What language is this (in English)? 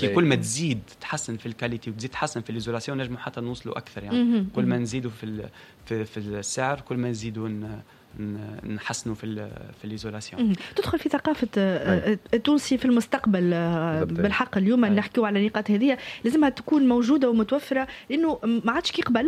Tunisian Arabic